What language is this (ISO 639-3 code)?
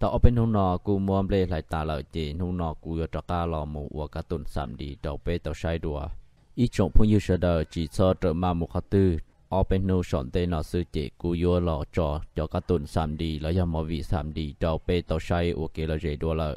hmn